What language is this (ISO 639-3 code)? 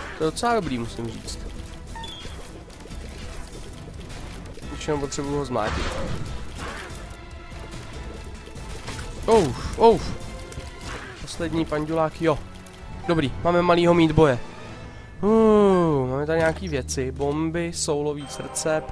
ces